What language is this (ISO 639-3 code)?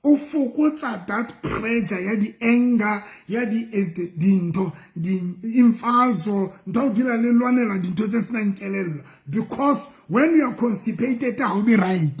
sot